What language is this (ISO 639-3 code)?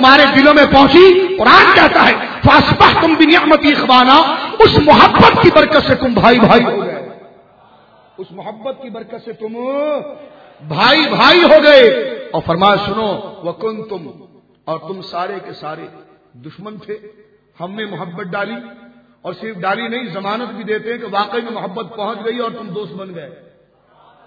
urd